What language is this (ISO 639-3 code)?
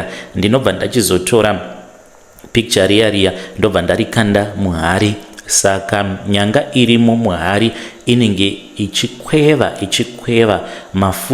sna